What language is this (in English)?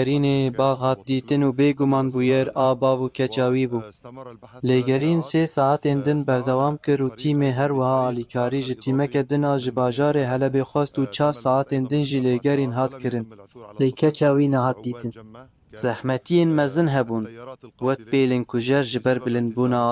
Kurdish